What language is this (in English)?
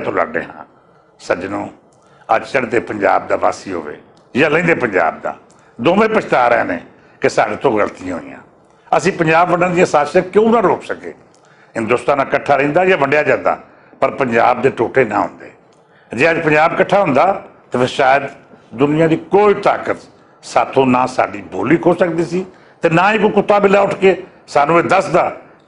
Western Panjabi